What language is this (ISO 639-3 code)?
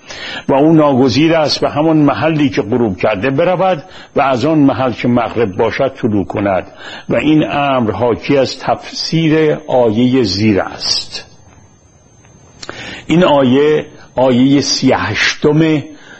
fas